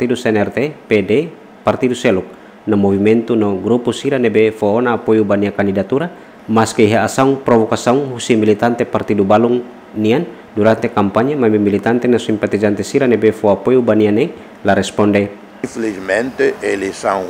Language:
Tetum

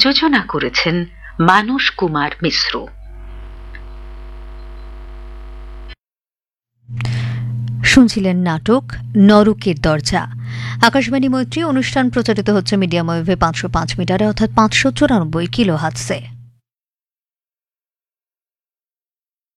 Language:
Bangla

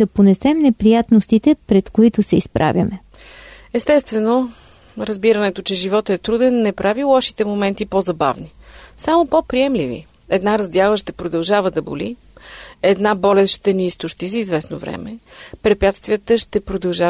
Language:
Bulgarian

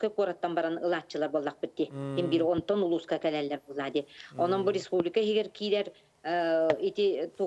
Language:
Yakut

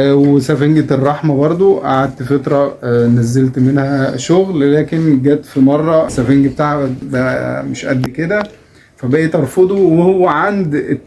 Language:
Egyptian Arabic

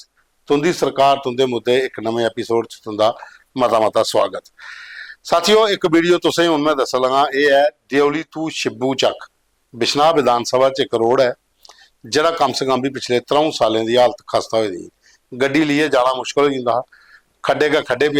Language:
Dogri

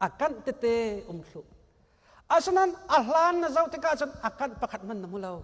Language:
Hakha Chin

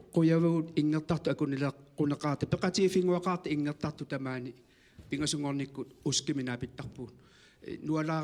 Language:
Kalaallisut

